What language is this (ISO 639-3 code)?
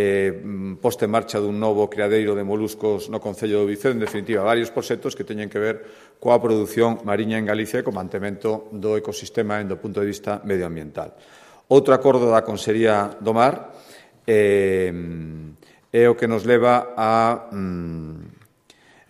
glg